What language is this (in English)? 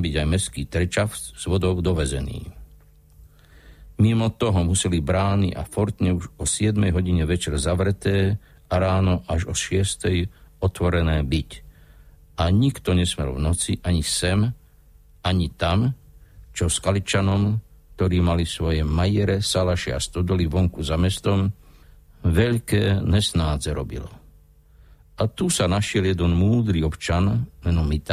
Slovak